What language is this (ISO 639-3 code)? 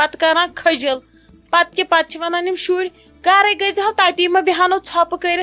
kas